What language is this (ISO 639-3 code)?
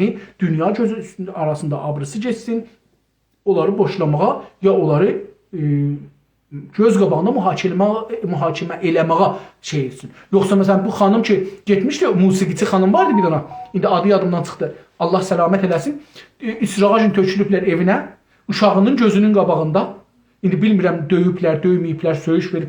azb